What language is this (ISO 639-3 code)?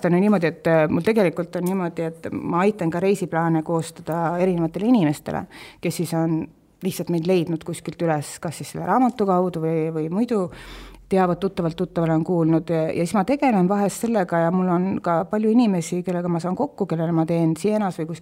est